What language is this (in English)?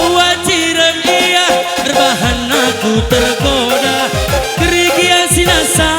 Batak Karo